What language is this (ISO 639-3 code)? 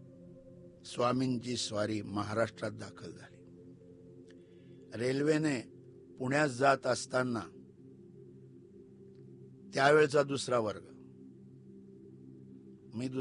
mar